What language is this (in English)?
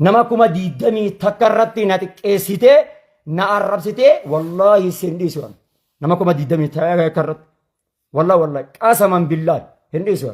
Oromo